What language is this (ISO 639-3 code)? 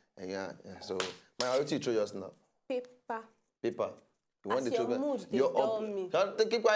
pcm